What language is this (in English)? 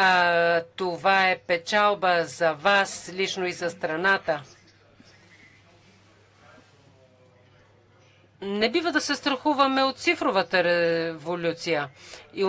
Bulgarian